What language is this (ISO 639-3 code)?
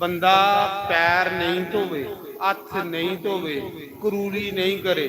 doi